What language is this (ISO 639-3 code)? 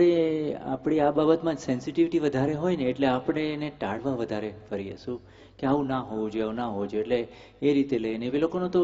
guj